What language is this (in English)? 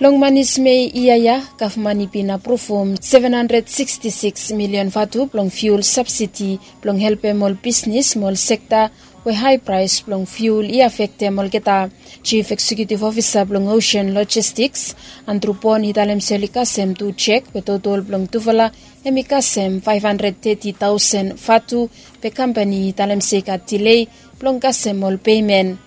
Bislama